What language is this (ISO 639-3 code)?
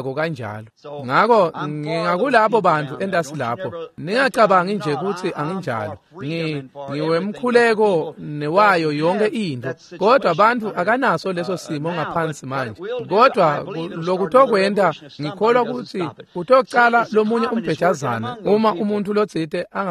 ssw